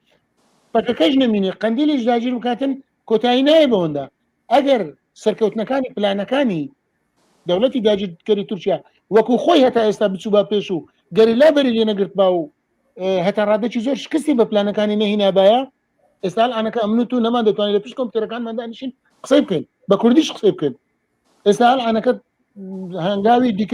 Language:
Central Kurdish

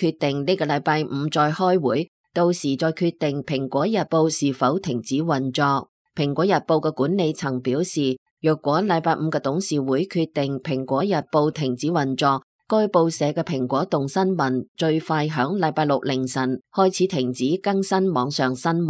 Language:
Cantonese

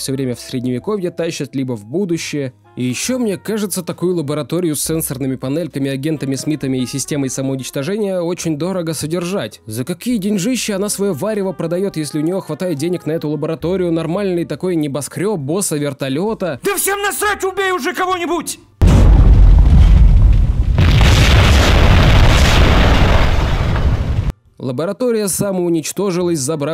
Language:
Russian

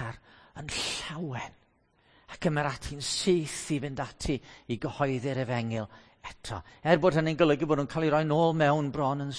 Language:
Welsh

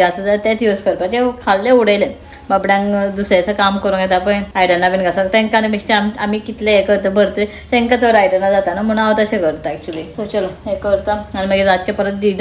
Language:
Konkani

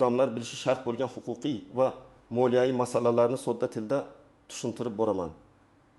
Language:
Uzbek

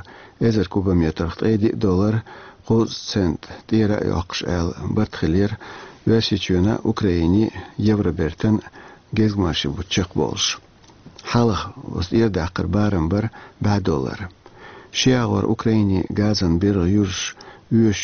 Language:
Chechen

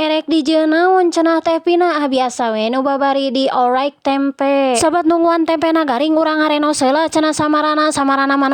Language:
Sundanese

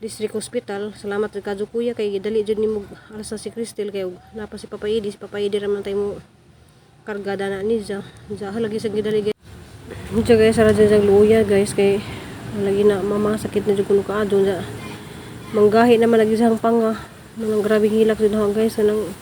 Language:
Cebuano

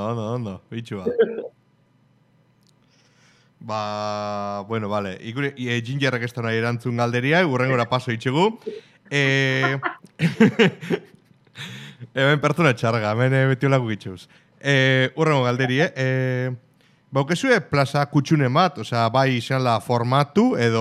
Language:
Basque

